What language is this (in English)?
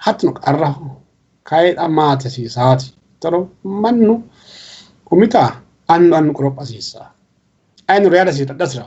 Sidamo